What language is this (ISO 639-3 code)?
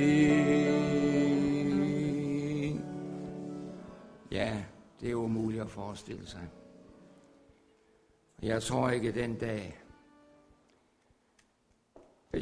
dan